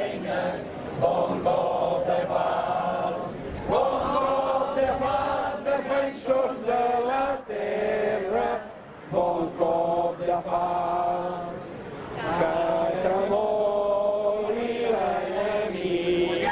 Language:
Catalan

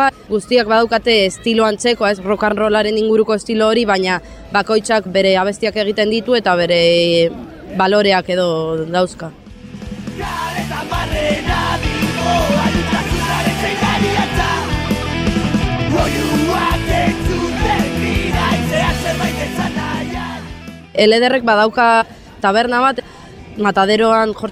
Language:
Basque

